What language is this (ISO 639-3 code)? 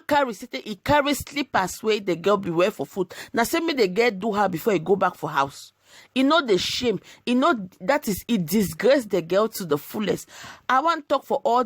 pcm